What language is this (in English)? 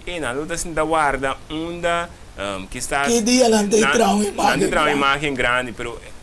Papiamento